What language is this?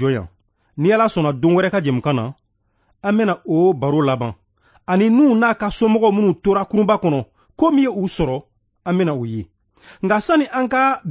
Bambara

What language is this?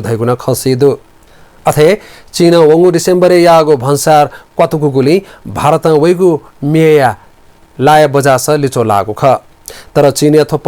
Newari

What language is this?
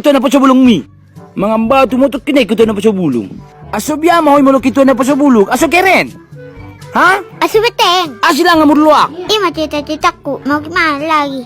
Batak Toba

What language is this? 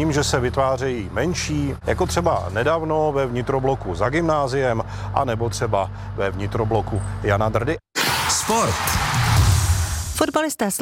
Czech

